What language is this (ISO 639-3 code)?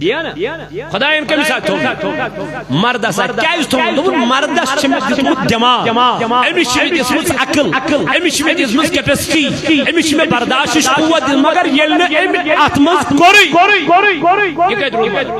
kas